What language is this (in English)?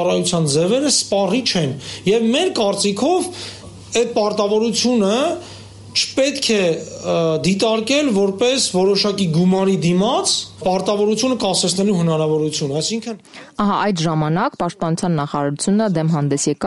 Armenian